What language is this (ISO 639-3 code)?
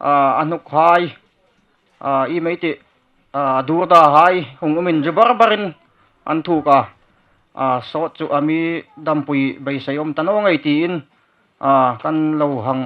hmr